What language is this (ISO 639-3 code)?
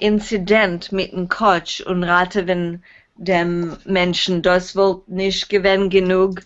yid